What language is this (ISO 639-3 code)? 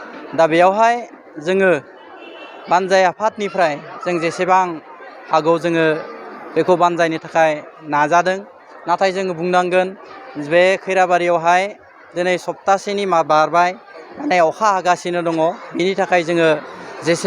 brx